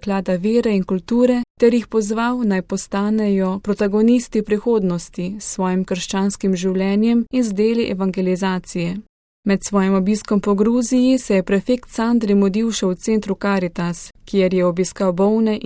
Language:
Slovenian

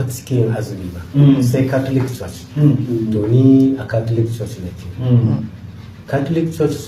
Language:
Hausa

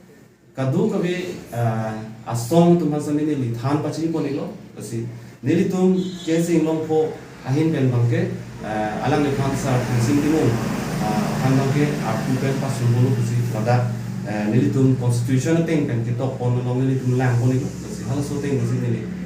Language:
Karbi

